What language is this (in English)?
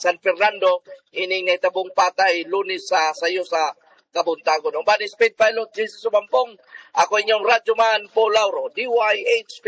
Cebuano